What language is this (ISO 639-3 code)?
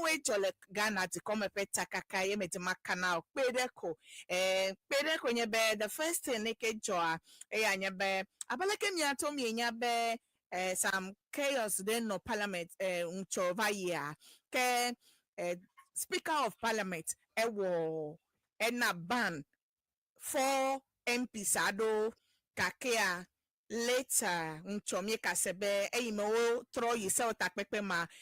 ewe